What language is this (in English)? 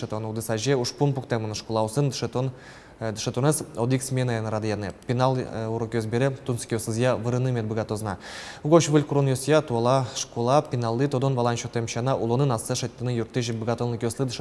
Udmurt